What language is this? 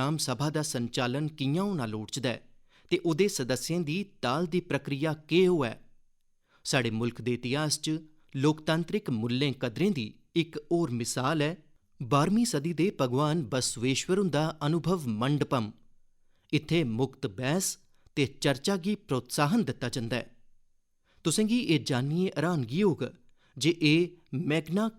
Dogri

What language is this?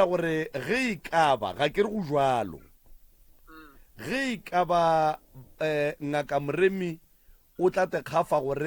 Northern Sotho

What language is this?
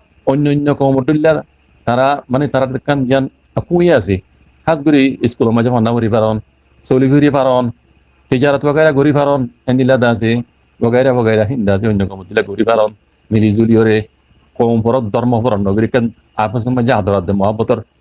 Rohingya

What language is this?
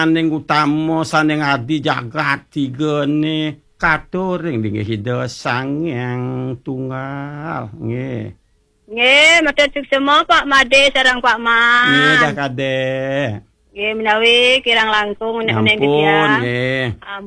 Balinese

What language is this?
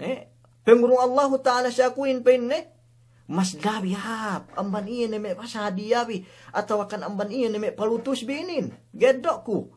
Yakan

